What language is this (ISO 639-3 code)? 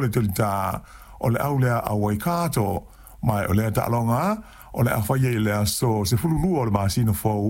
smo